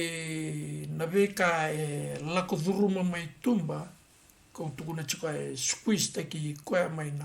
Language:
Fijian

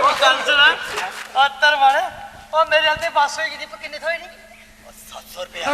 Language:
Dogri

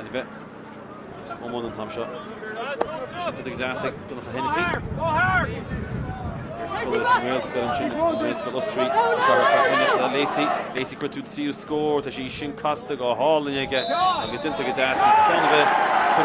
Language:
Irish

